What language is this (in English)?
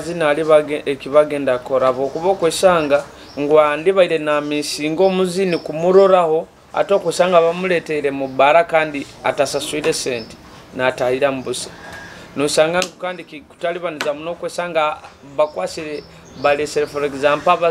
Nyoro